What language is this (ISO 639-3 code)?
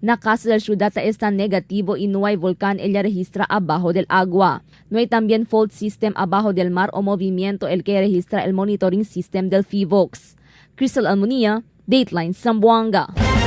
cbk